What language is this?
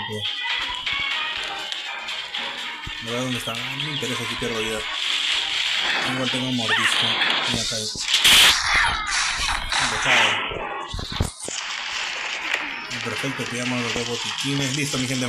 Spanish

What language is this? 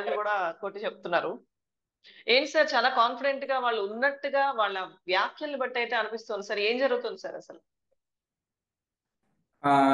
Telugu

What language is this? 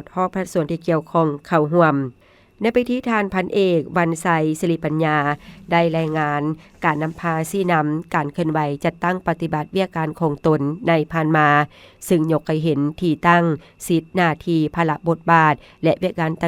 Lao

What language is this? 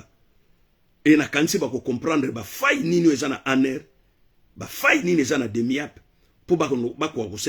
Lingala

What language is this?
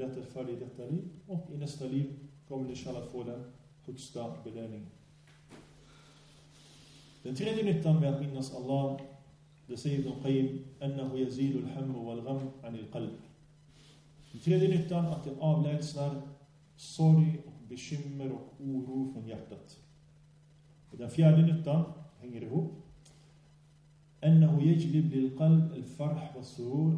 Swedish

